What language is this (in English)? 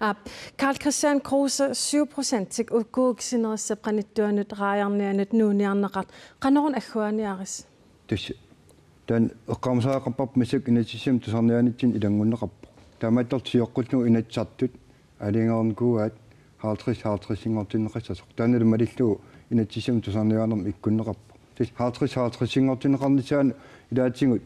Kalaallisut